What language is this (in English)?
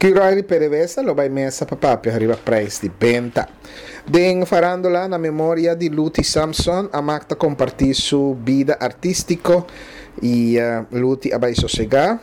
Papiamento